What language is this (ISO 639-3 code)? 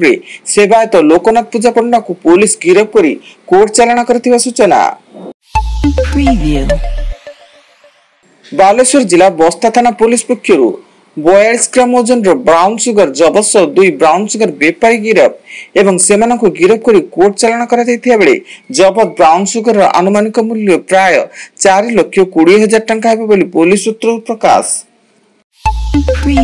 ori